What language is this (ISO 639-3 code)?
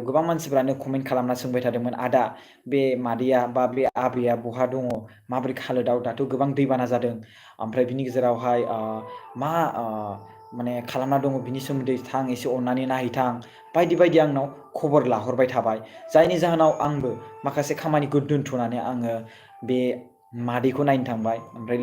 brx